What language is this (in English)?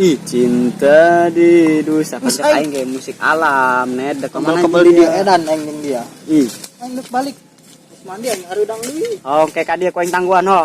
Sundanese